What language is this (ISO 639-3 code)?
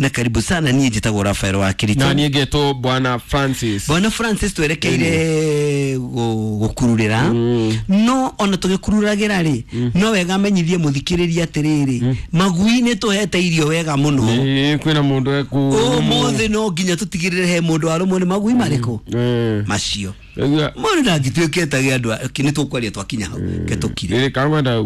kik